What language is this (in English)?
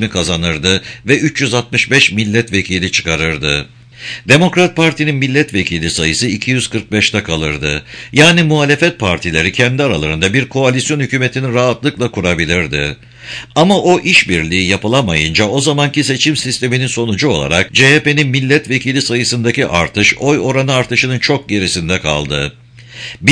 Turkish